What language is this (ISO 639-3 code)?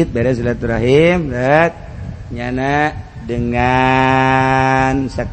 sun